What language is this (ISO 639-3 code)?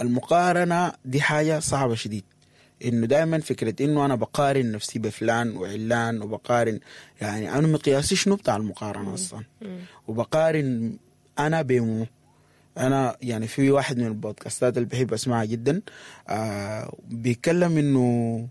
apd